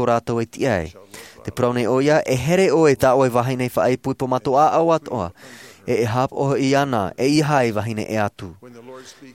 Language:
Tahitian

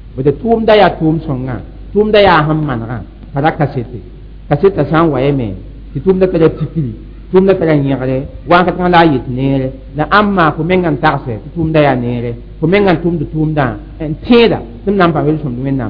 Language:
Mossi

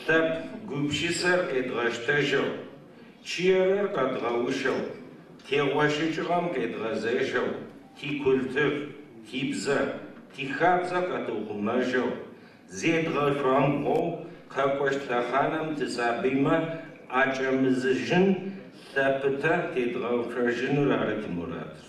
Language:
Adyghe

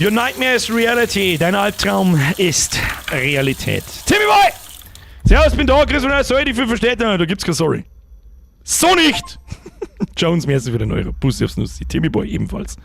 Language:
Bavarian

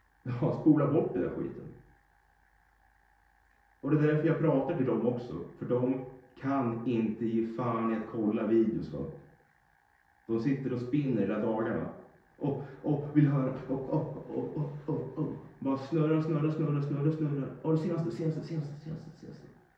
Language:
Swedish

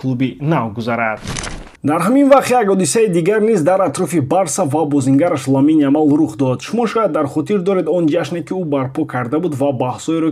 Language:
Tajik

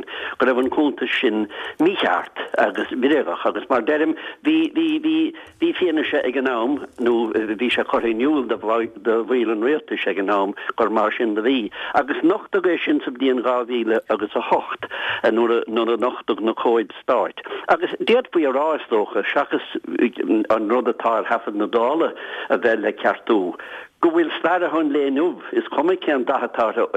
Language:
Irish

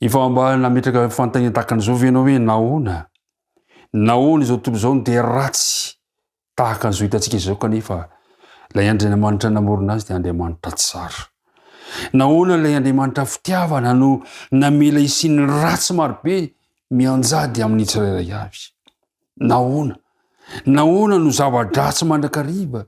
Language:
Malagasy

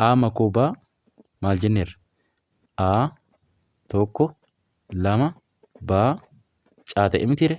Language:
Oromo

